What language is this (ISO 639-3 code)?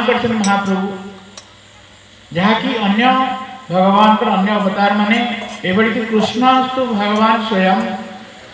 ori